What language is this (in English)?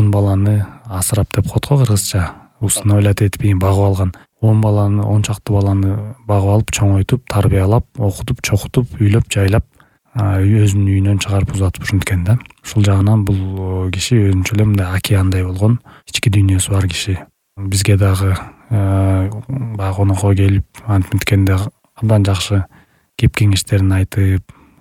Kyrgyz